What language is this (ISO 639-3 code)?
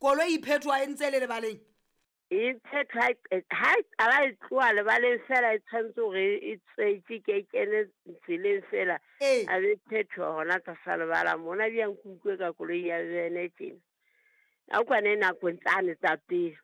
sot